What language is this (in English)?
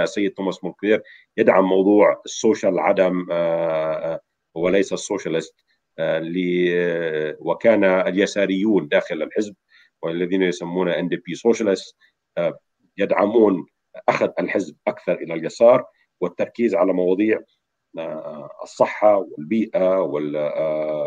Arabic